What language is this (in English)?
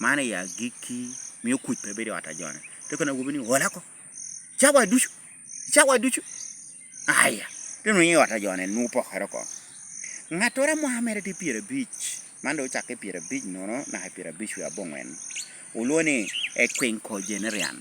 Lango (Uganda)